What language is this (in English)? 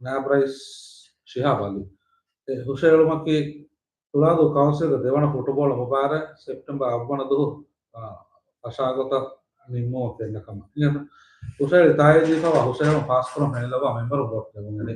Divehi